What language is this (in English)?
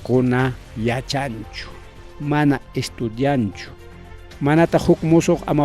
Ayacucho Quechua